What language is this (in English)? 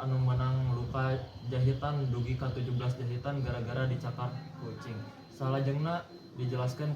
Sundanese